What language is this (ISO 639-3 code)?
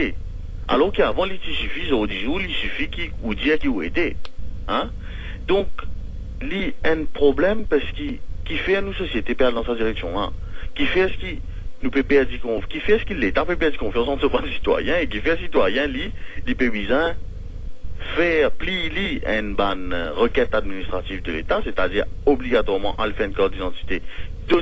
mfe